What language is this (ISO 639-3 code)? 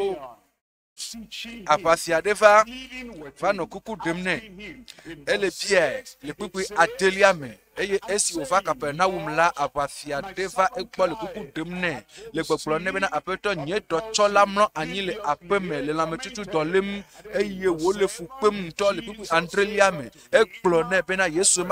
ewe